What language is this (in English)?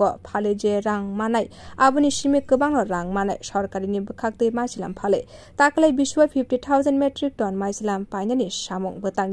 Kok Borok